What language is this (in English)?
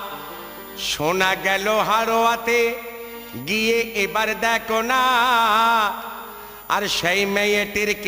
Bangla